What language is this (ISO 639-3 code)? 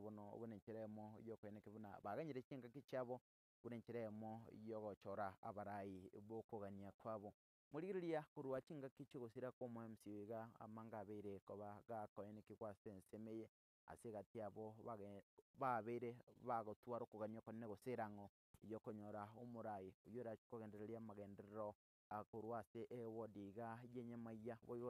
guz